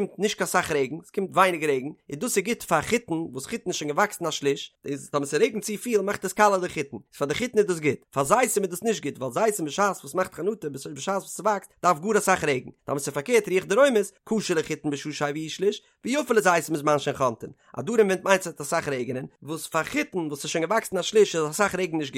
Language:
Yiddish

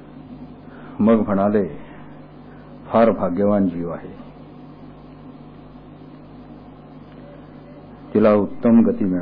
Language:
Marathi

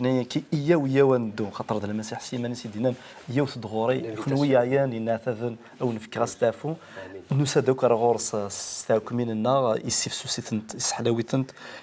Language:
Kabyle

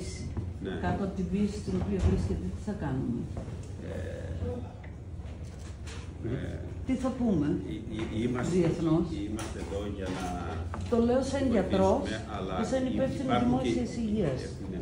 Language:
Greek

